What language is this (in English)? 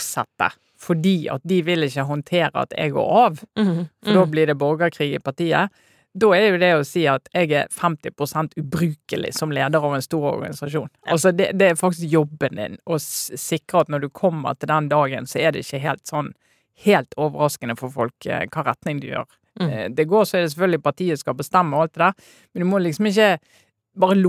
Norwegian